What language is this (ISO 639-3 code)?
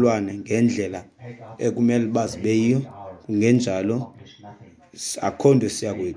xho